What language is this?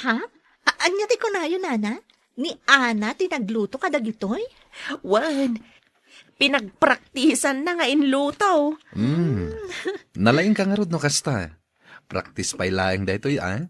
Iloko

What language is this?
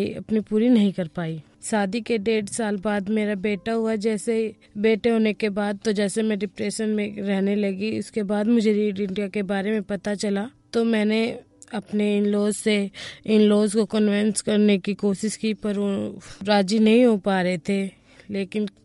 Hindi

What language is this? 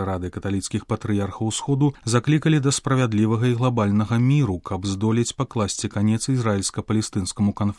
Belarusian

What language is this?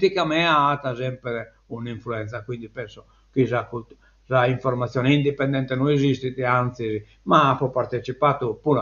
Sardinian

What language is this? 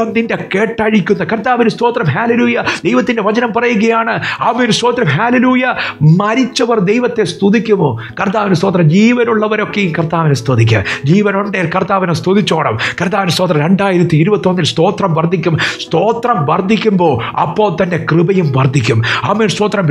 Malayalam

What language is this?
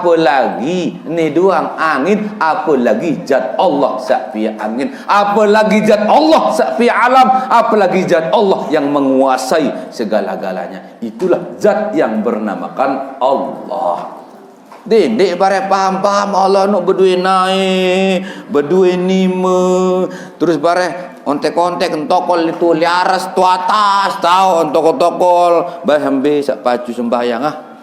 Sasak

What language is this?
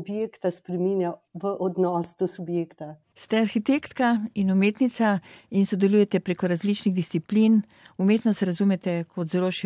Slovenian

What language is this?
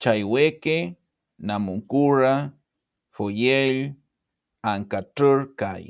Mapuche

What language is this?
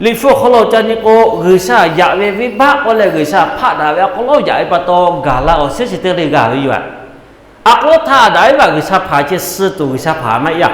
Lahu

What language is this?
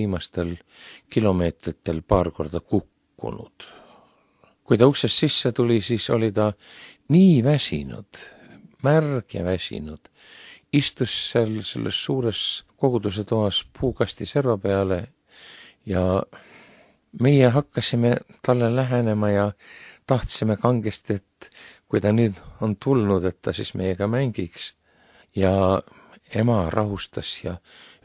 Estonian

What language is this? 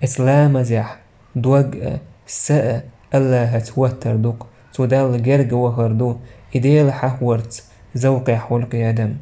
Chechen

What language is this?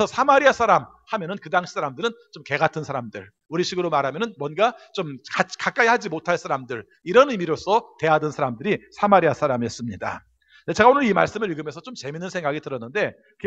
Korean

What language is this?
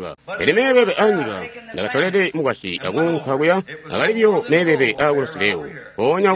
Tonga (Zambia)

